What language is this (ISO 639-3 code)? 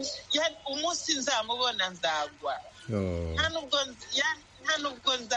kin